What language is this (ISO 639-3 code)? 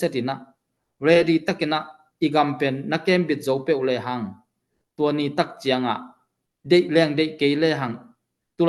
ctd